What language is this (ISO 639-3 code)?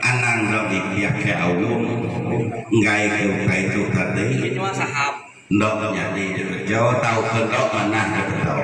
iba